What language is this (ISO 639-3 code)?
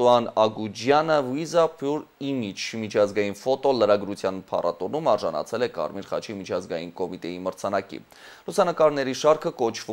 hye